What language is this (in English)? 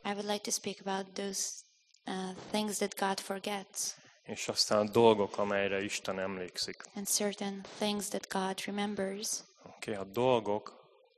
Hungarian